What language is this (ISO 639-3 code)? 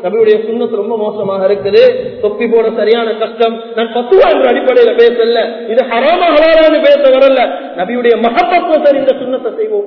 tam